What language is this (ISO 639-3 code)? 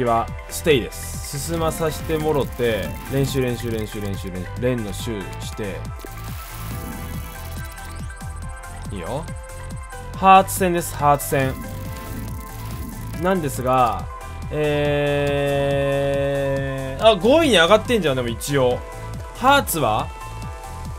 jpn